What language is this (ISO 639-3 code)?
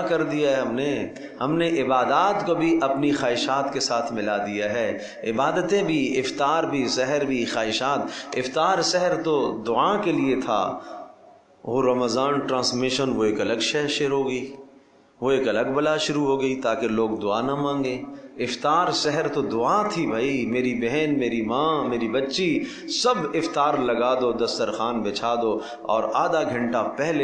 urd